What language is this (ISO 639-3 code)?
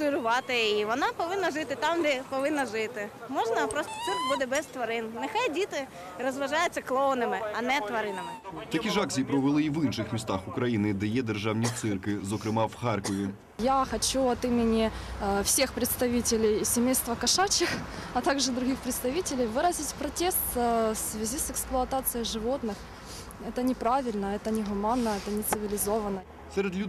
ukr